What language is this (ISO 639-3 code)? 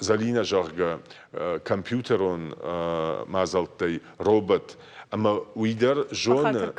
oss